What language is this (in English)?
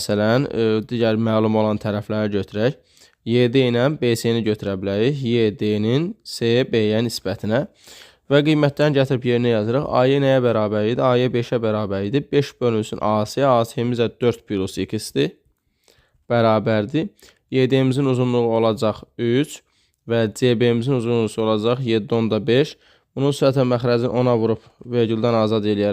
Azerbaijani